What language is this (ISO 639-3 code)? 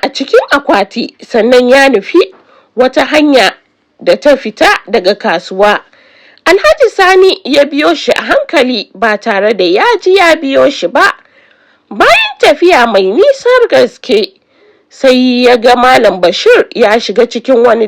hau